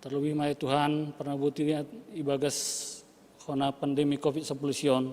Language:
Batak Simalungun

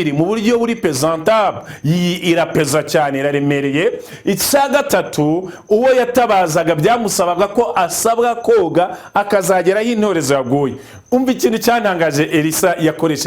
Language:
Kinyarwanda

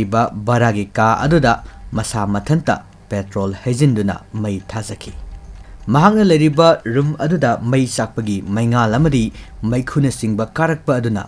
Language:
Manipuri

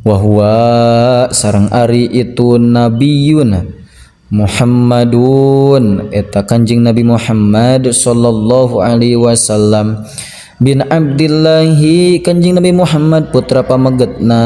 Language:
Sundanese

